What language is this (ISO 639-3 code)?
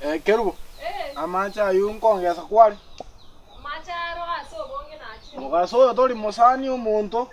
guz